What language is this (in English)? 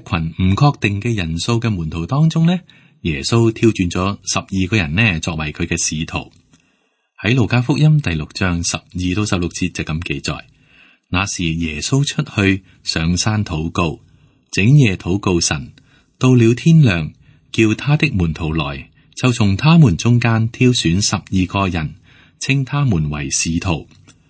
Cantonese